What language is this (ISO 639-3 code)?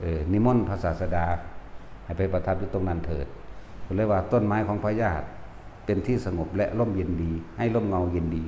tts